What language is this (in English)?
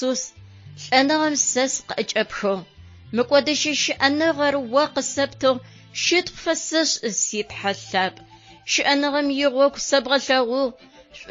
Adyghe